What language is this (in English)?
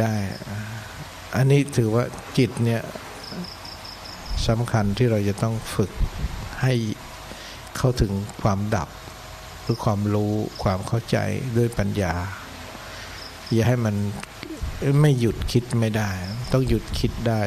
Thai